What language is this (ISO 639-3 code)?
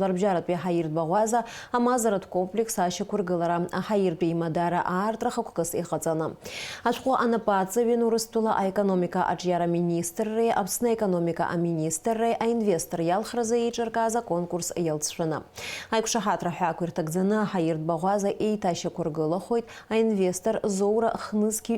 abk